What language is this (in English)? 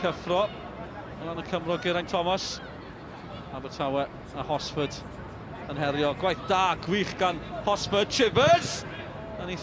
Welsh